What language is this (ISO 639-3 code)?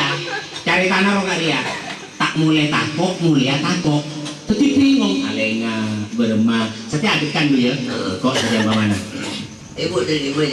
mad